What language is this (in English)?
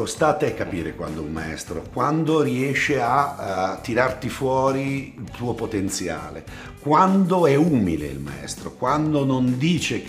Italian